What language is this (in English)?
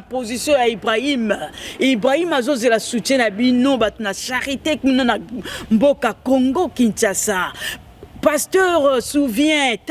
Lingala